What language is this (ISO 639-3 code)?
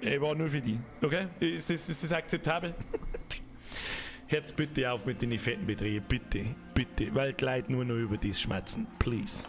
bar